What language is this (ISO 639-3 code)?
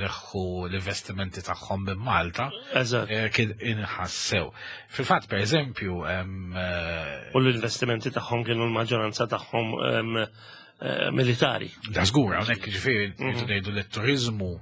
mlt